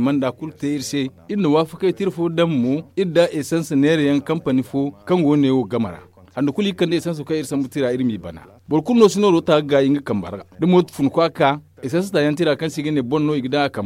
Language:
Zarma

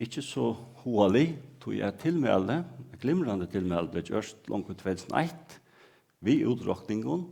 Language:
Faroese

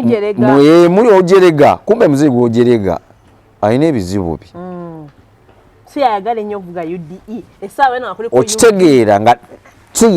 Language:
Ganda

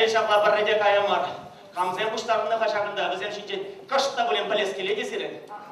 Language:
Chuvash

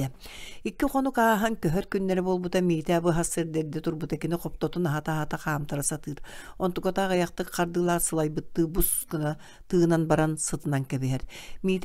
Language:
Yakut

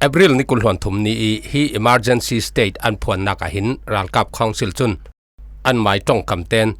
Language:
Falam Chin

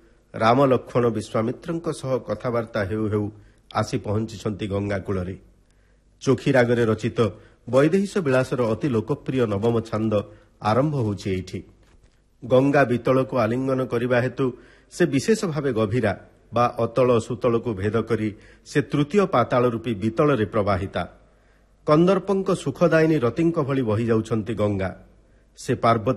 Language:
Odia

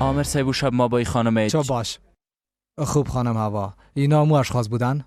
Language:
Persian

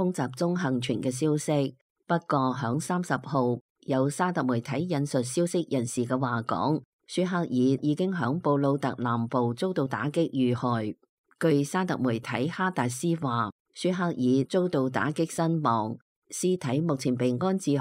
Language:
Cantonese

